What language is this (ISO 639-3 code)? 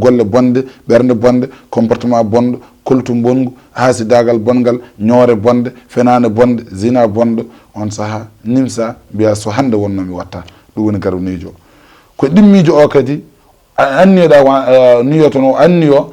ful